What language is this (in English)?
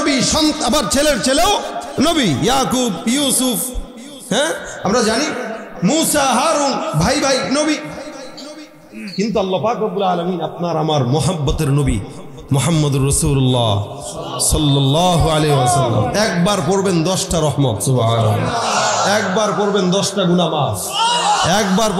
Bangla